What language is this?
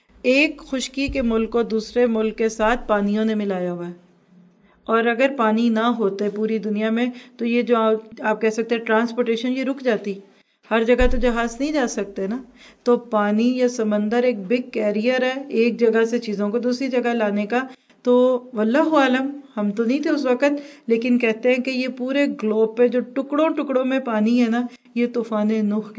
Urdu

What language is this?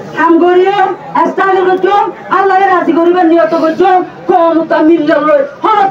Rohingya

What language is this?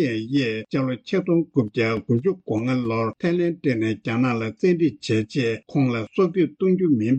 Tibetan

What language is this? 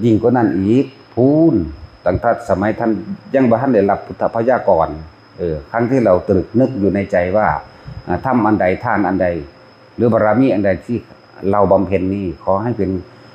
Northeastern Thai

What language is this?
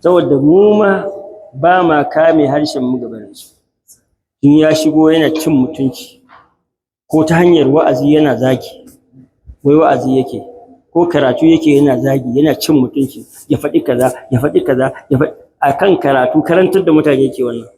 Hausa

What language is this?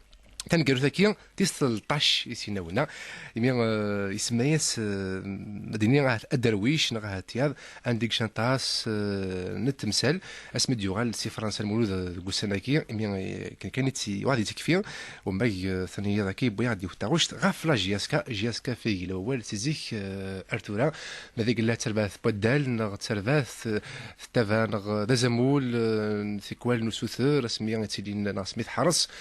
Kabyle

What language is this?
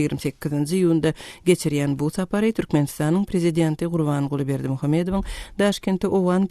Turkmen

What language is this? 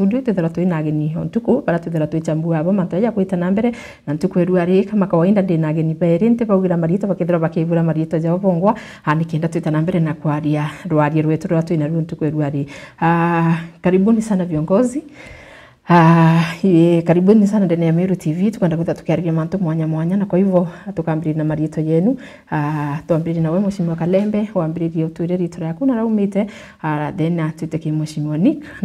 Meru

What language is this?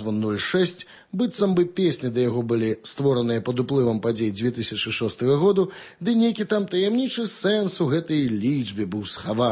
Belarusian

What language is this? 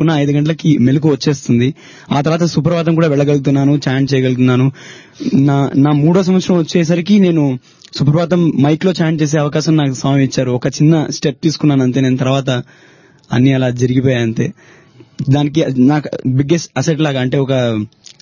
Telugu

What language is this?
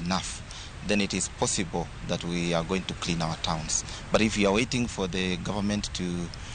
Luo (Kenya and Tanzania)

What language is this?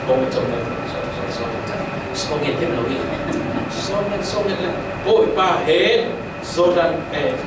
Falam Chin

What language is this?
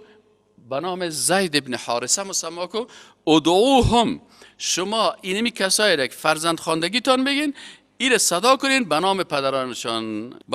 Persian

